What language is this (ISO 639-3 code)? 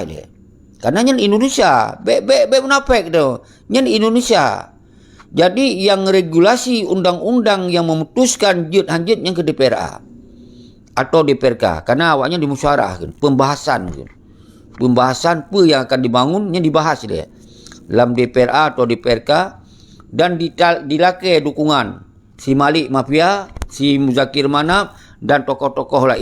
ace